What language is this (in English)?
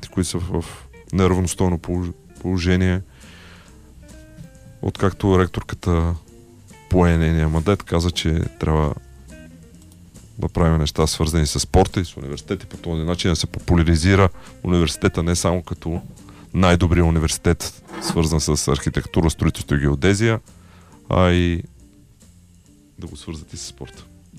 Bulgarian